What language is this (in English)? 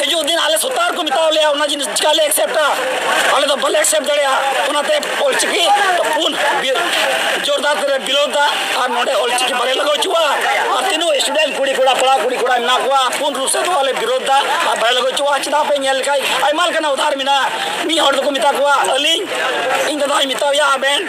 Santali